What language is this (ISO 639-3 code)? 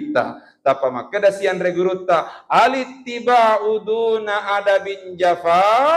bug